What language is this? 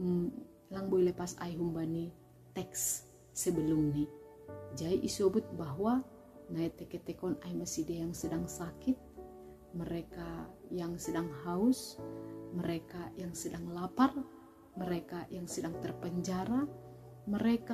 Batak Simalungun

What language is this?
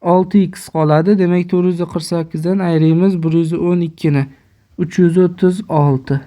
Uzbek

